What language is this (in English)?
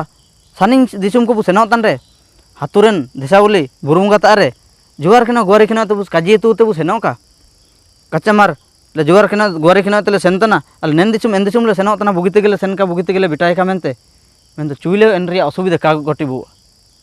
Ho